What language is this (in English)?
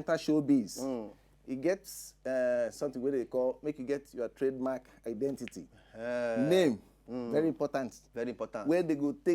Nigerian Pidgin